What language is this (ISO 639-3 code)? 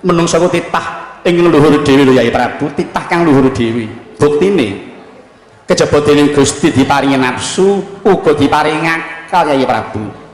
jav